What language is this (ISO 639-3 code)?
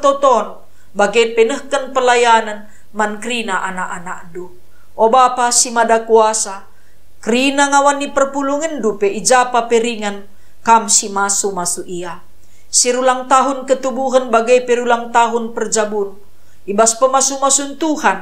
btx